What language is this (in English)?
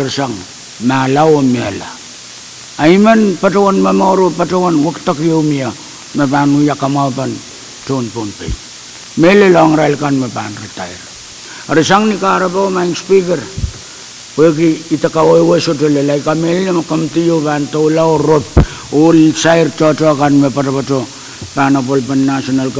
Pohnpeian